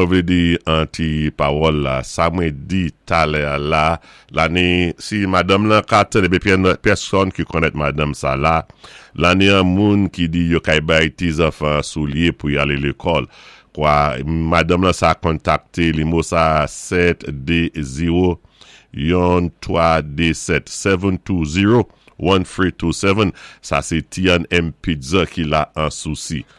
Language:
Saint Lucian Creole French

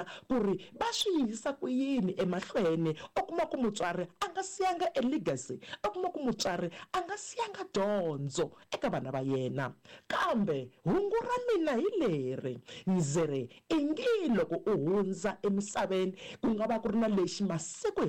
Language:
Tsonga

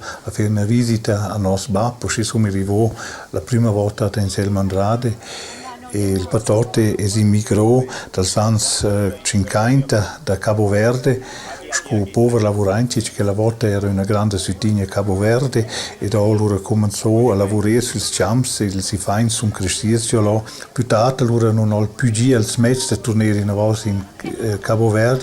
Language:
Romansh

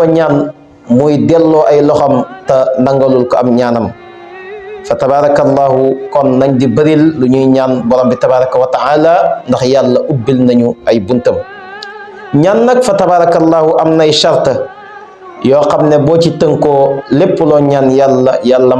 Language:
Wolof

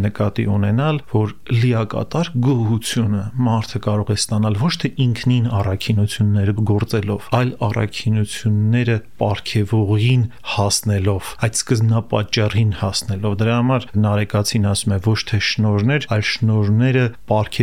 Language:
Armenian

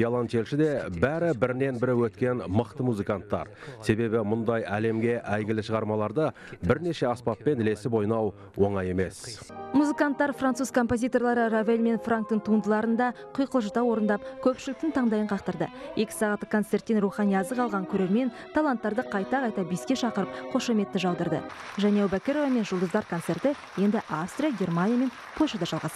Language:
Kazakh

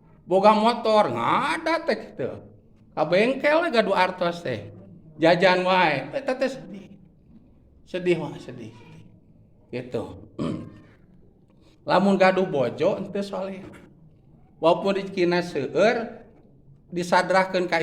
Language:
Sundanese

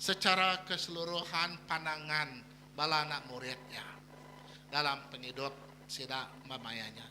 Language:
Iban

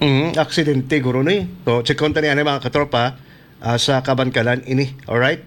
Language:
Hiligaynon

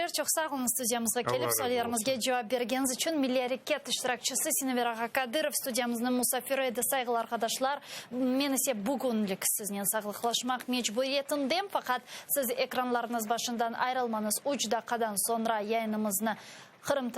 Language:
Crimean Tatar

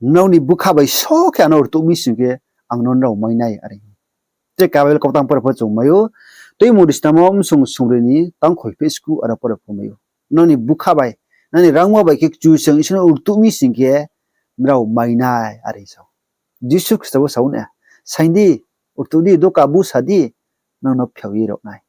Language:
Riang (India)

